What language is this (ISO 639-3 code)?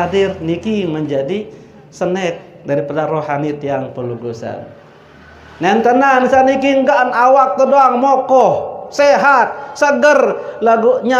sas